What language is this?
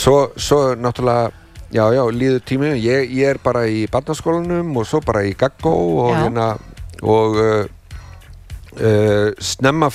Icelandic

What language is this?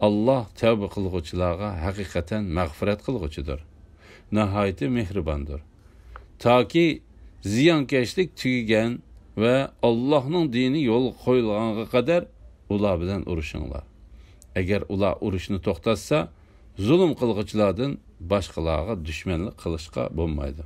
Uyghur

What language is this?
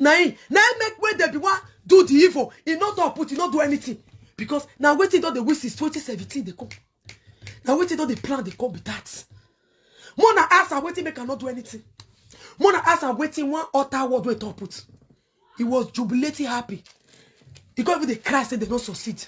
Nigerian Pidgin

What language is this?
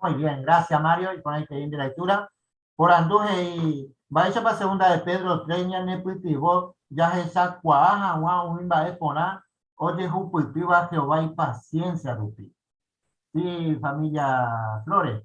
Guarani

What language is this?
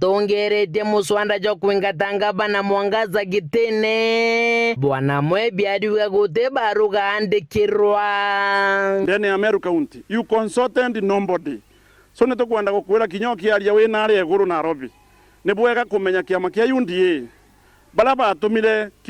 Meru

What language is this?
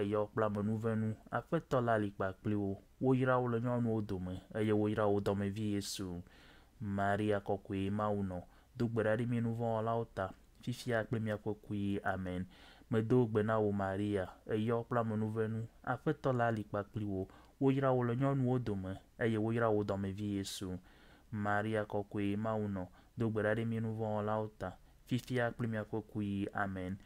Ewe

